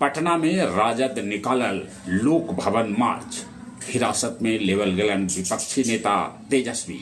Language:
Magahi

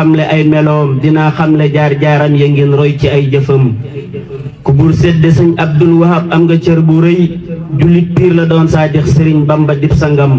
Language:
Wolof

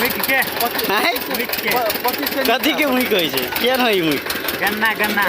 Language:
Maithili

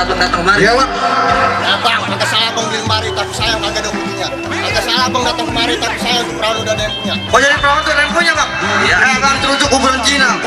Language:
Betawi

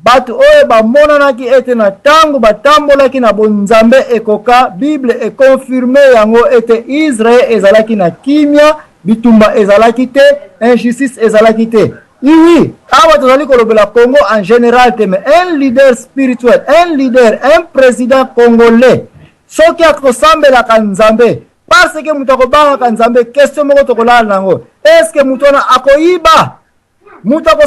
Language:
Lingala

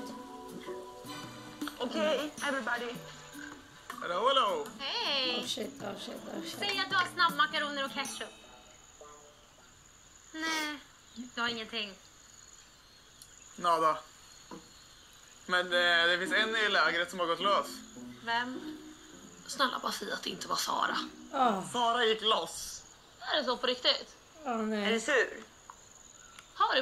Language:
Swedish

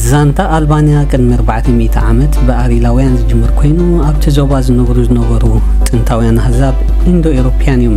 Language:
Tigrinya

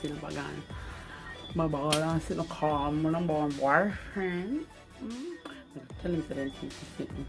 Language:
Jamaican Creole English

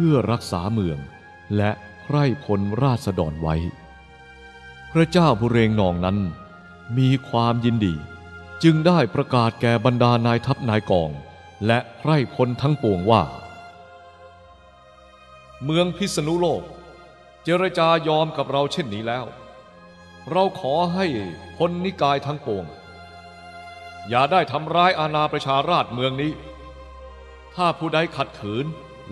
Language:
Thai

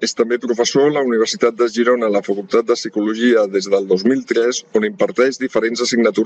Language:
Catalan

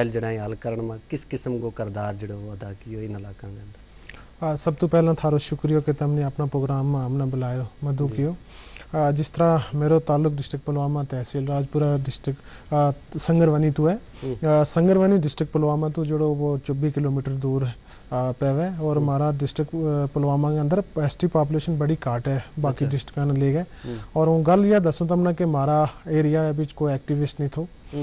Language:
Gujari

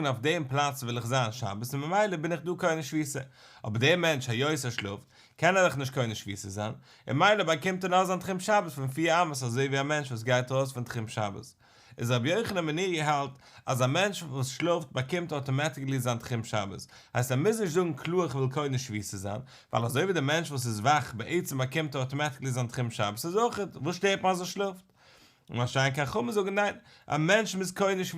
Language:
Yiddish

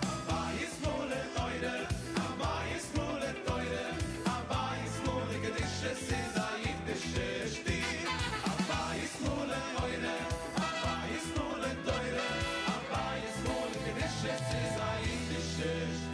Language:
Yiddish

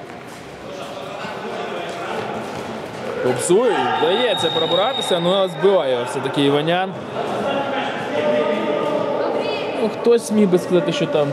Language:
Ukrainian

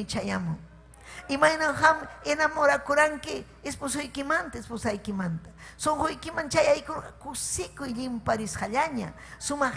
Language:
Ayacucho Quechua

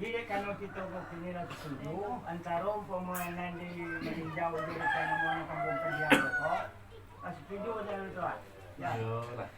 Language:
Minangkabau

